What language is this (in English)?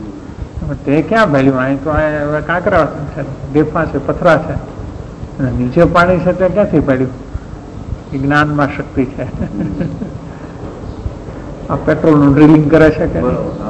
Gujarati